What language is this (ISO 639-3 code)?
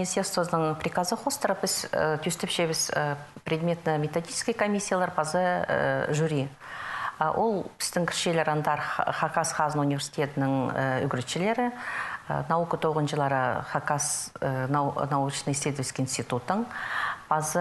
kjh